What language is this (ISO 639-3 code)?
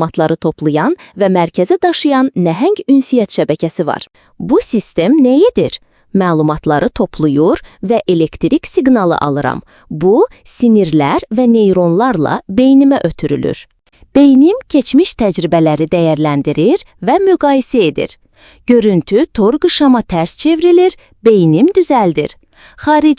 aze